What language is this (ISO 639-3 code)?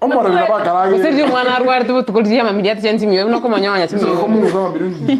guz